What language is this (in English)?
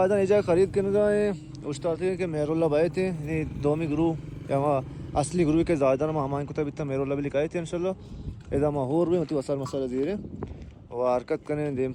Baluchi